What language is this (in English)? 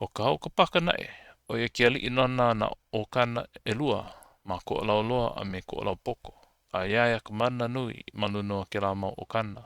Hawaiian